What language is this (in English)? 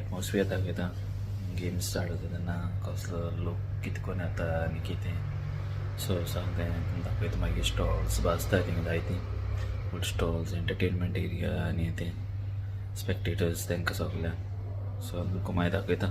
Konkani